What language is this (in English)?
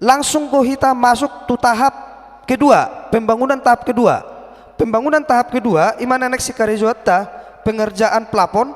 Batak Toba